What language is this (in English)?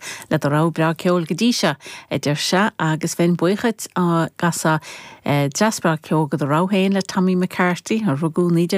Irish